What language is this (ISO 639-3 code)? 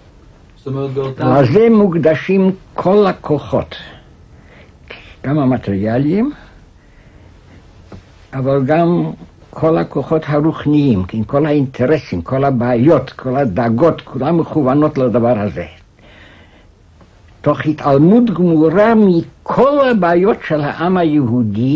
heb